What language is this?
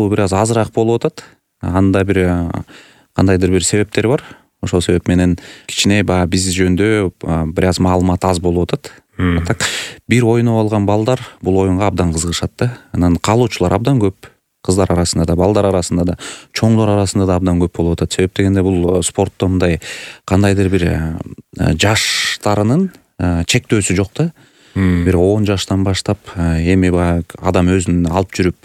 Kyrgyz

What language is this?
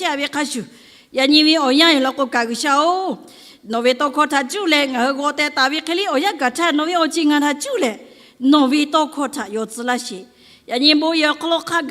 Lahu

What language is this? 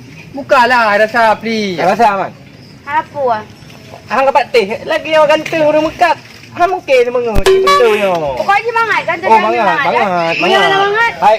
Achinese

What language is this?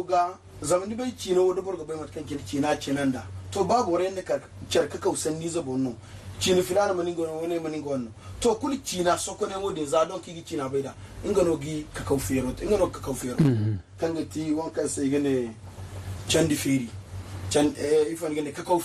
Zarma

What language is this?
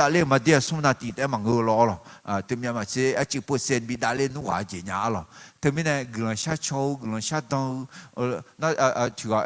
Akha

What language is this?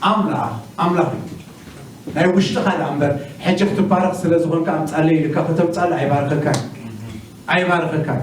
Tigrinya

